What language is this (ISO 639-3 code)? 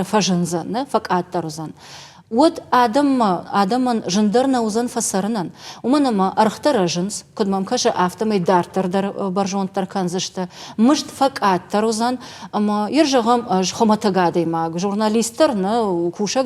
oss